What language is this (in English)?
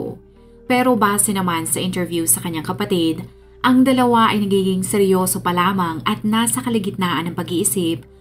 Filipino